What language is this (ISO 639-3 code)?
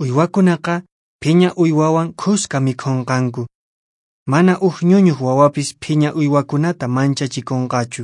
que